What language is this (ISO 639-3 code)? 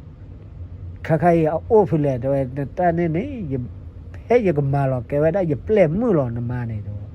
ksw